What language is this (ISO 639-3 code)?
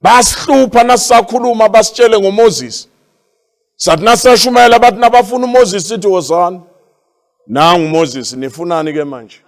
zul